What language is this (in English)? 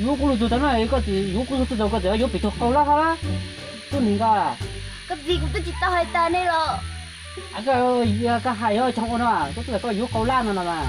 Hmong